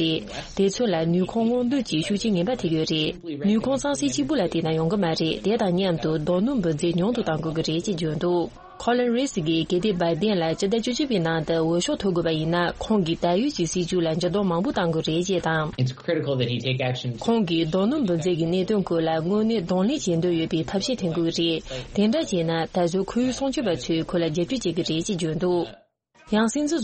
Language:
Tibetan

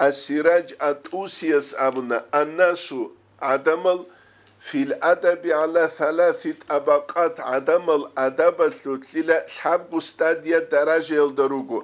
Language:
Avaric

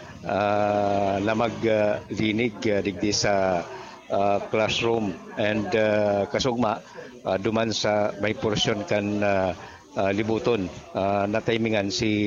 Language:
Bikol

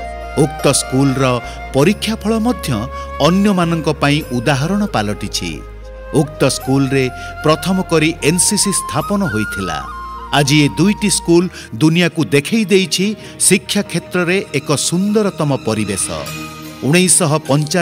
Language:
Odia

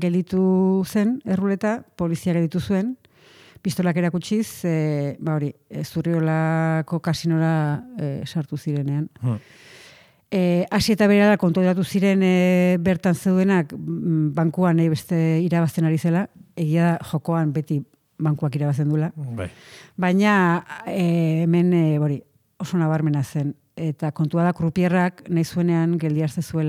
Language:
Basque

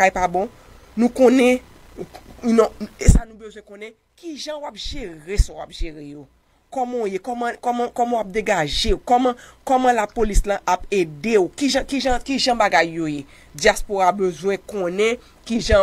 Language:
Haitian Creole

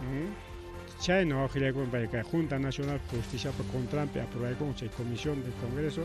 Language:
Ayacucho Quechua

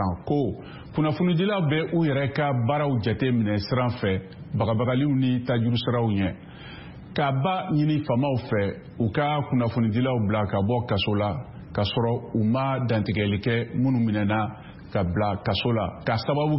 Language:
Bambara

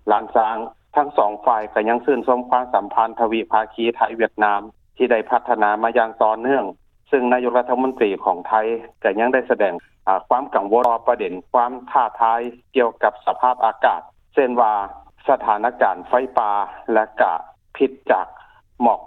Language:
Lao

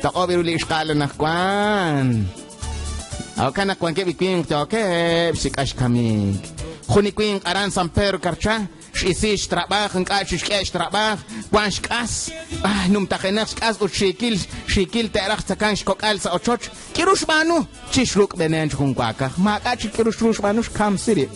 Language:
Kekchí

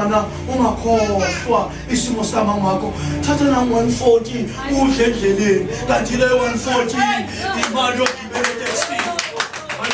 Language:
Zulu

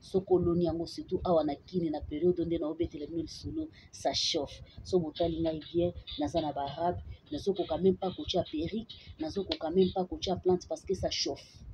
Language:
Lingala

